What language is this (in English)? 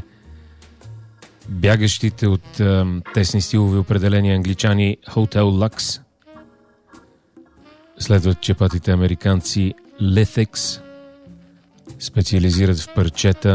Bulgarian